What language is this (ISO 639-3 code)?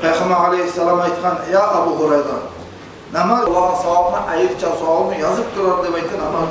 kum